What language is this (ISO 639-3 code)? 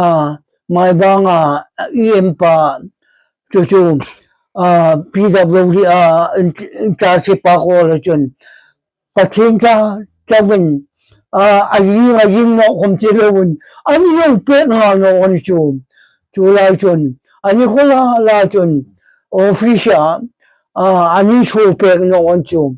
hmr